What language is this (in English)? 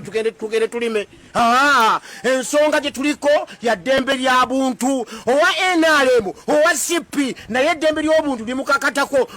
Ganda